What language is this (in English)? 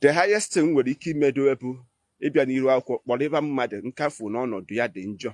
Igbo